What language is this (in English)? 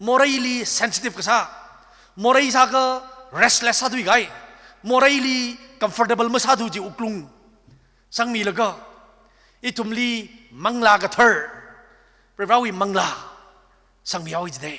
Tangkhul Naga (India)